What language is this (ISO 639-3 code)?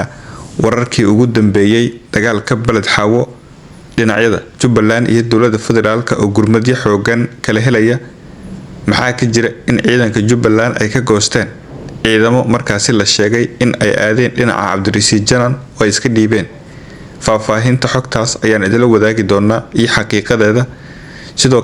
som